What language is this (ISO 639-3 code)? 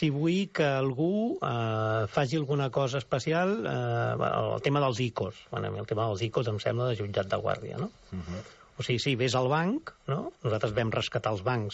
cat